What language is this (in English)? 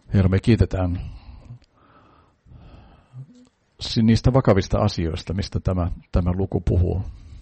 Finnish